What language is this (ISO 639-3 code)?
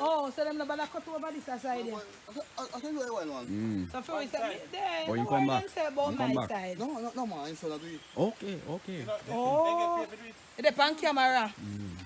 jam